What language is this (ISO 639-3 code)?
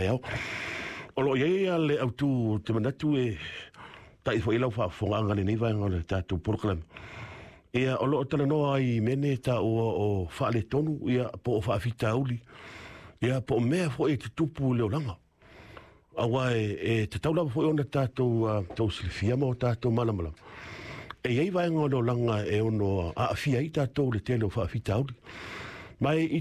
smo